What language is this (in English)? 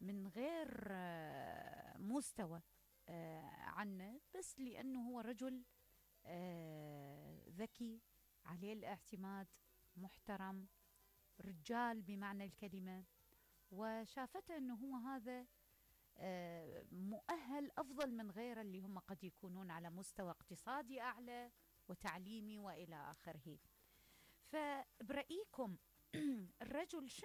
Mesopotamian Arabic